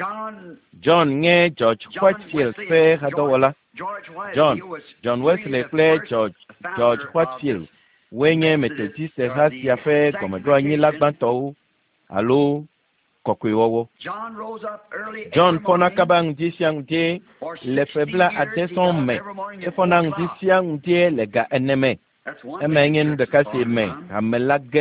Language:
Ewe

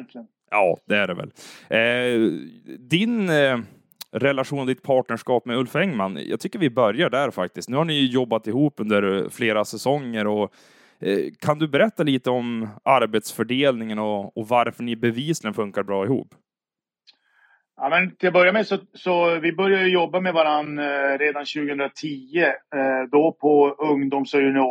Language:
Swedish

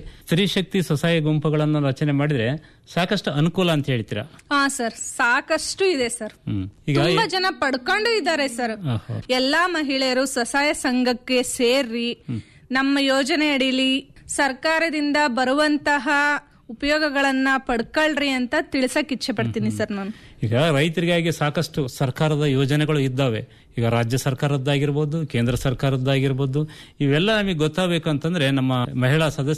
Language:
Kannada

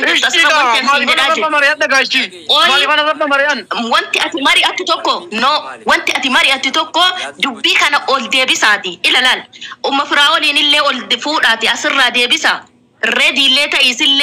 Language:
Oromo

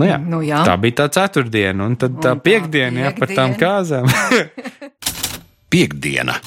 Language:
Latvian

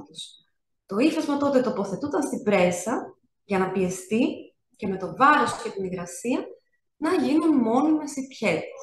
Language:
Greek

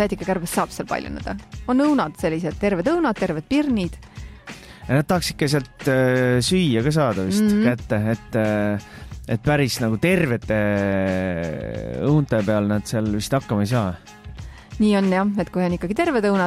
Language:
Estonian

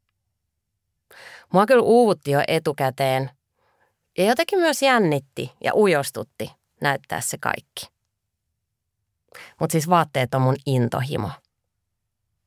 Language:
Finnish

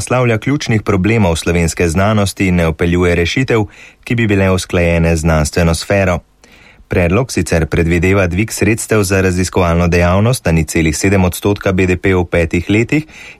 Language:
Slovenian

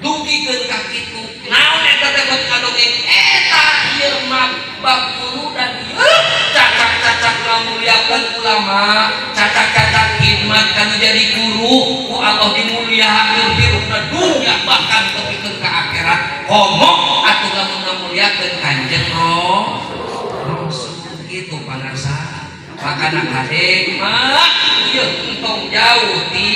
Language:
Sundanese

